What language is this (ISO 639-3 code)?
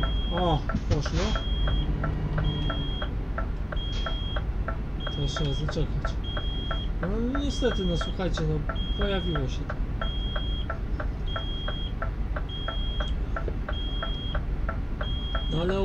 pol